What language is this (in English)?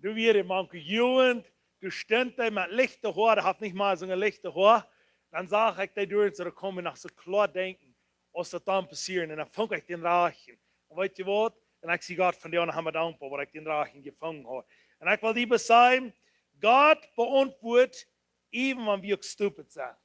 Plautdietsch